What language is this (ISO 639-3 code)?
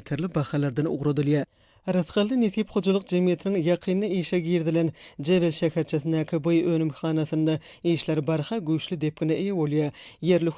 tuk